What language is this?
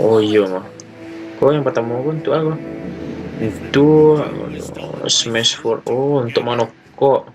Minangkabau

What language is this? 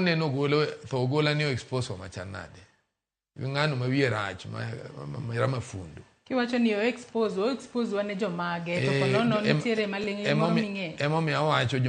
Luo (Kenya and Tanzania)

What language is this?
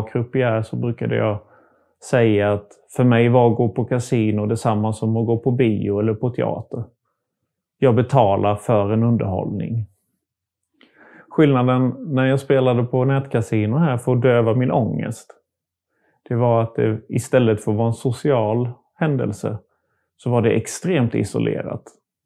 Swedish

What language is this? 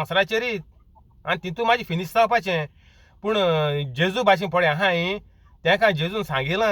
Konkani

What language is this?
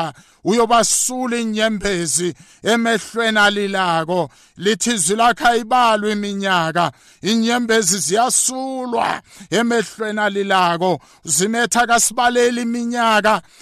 South Ndebele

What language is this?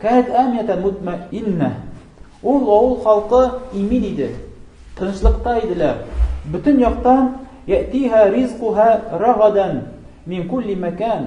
Tatar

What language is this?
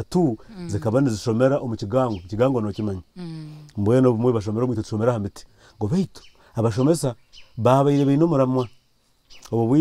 Nyankole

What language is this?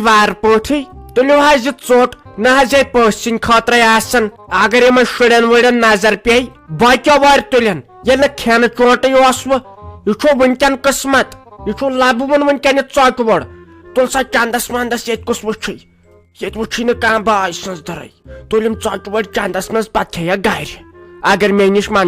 Kashmiri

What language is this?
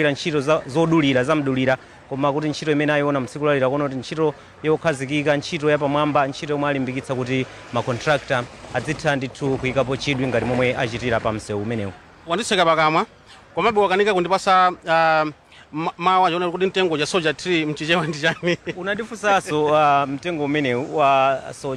Nyanja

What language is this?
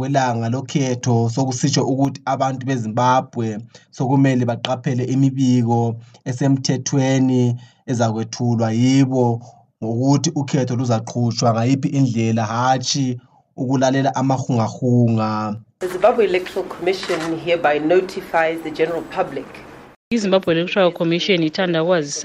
North Ndebele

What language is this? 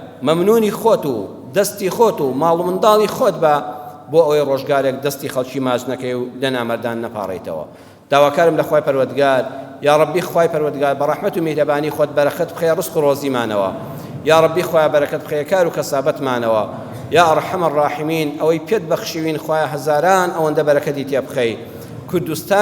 Central Kurdish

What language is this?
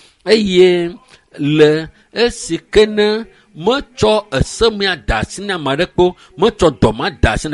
Ewe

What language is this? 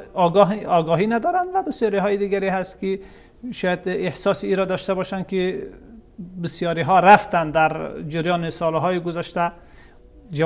Persian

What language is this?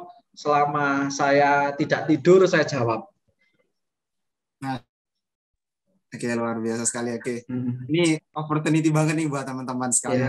Indonesian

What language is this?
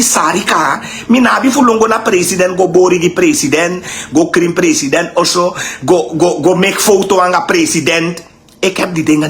Sranan Tongo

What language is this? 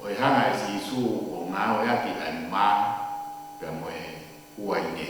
Tongan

